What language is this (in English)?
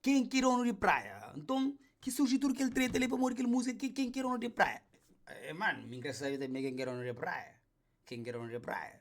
Kabuverdianu